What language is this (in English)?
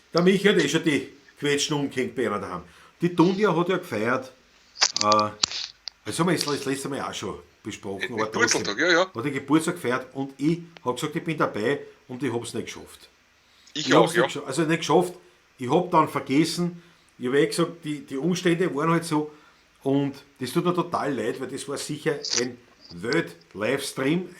Bavarian